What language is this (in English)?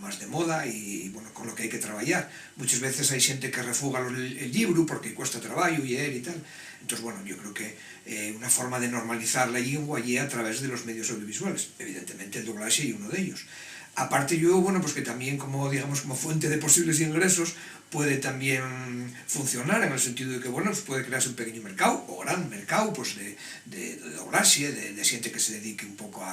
Asturian